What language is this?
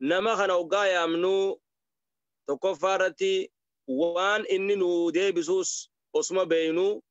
Oromo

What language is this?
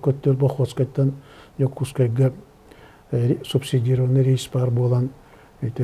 Yakut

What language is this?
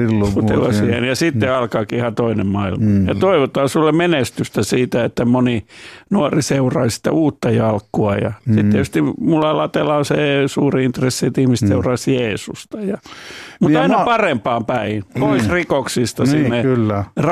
Finnish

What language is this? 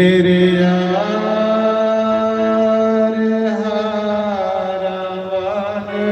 Dogri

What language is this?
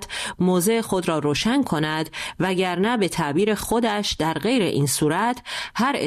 Persian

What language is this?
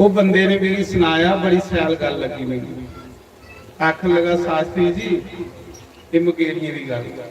Dogri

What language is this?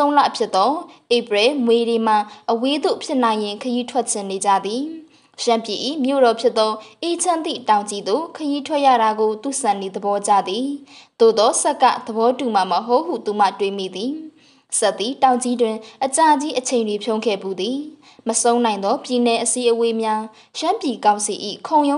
Burmese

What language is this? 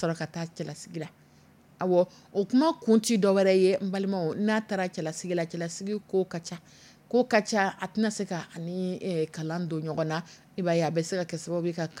Dyula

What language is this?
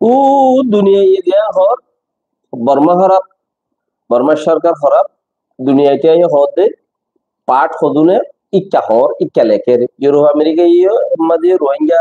Rohingya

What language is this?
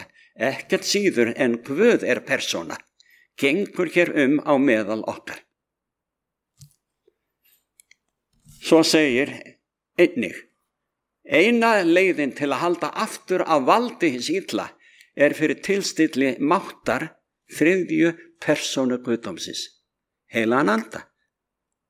Icelandic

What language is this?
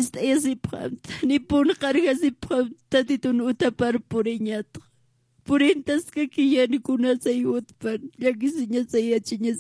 Aymara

